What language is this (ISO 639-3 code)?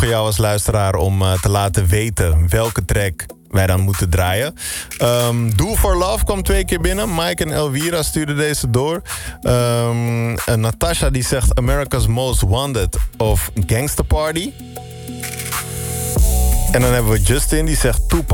nld